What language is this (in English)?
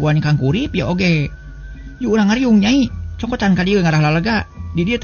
Sundanese